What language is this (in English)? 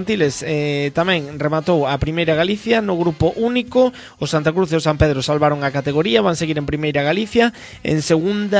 Galician